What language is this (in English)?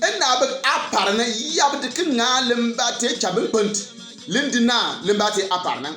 Bimoba